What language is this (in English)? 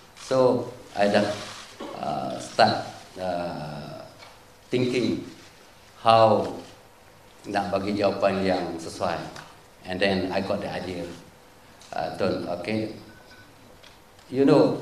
Malay